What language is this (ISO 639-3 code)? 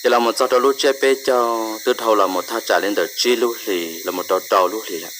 hmn